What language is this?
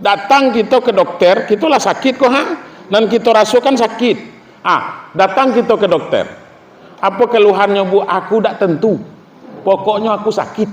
Minangkabau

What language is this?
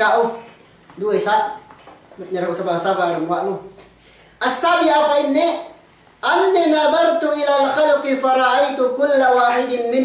Yakan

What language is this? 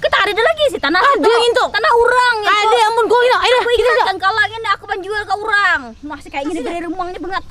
Banjar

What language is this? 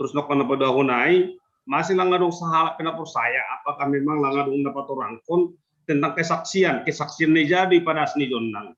Batak Simalungun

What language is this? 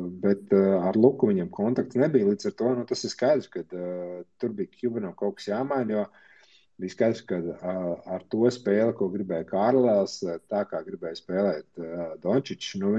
Latvian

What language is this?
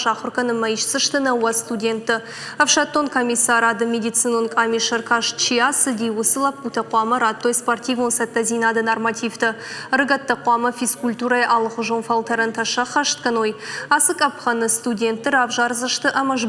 Ossetic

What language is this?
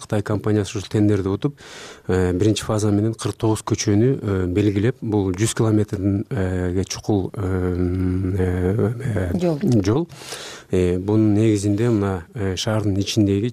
Kyrgyz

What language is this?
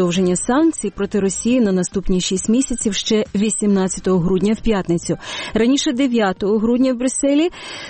Ukrainian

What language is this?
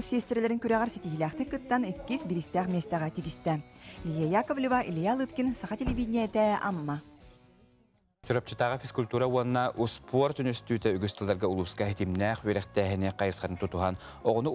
Yakut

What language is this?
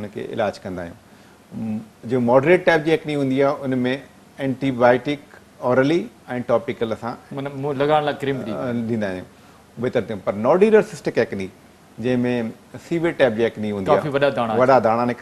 Sindhi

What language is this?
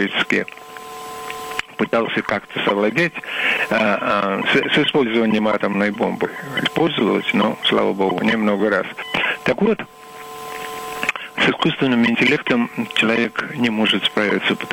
Russian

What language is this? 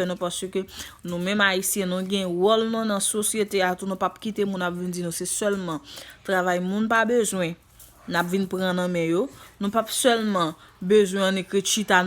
Haitian Creole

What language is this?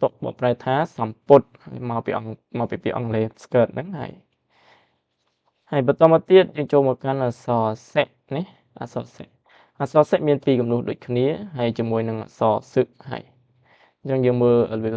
Khmer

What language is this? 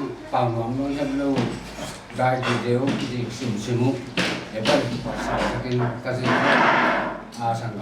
Paite Chin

